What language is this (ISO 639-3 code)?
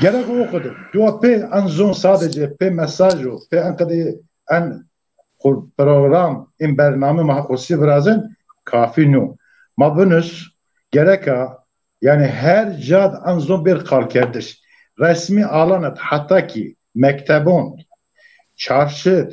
zza